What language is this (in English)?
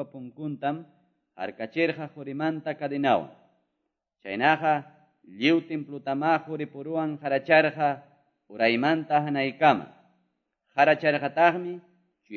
Quechua